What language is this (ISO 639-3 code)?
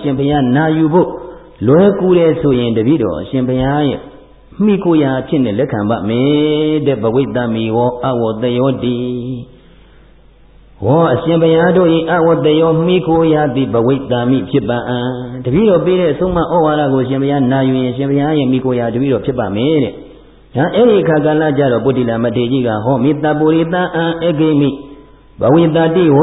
mya